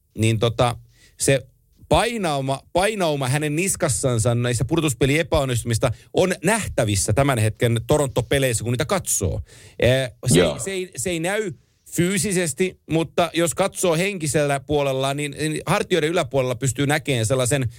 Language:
Finnish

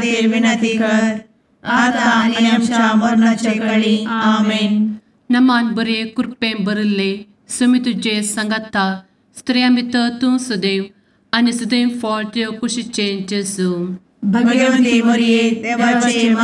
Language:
Konkani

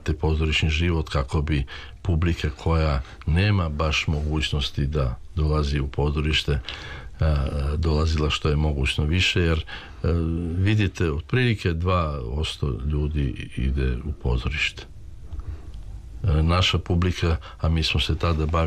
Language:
Serbian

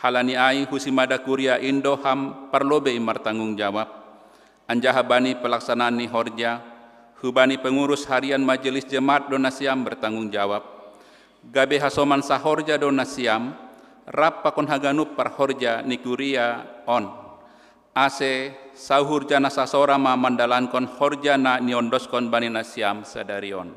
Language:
Batak Simalungun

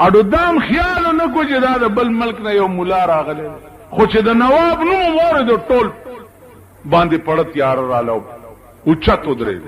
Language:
Pashto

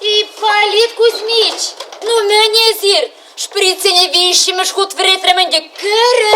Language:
Chuvash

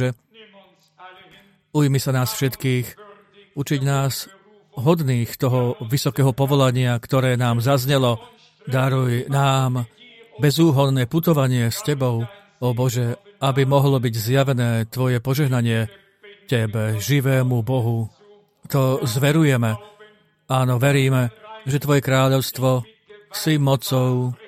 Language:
Slovak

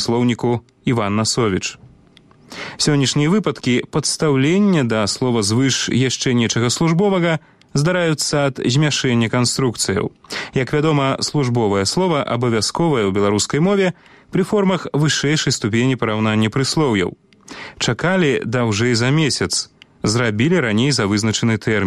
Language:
Belarusian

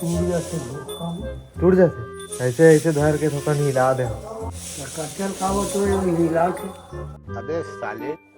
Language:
Chhattisgarhi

